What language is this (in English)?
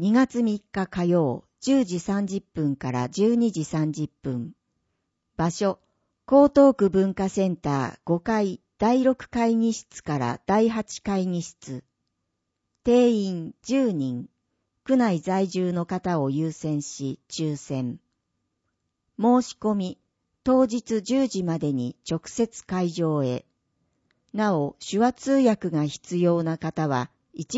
Japanese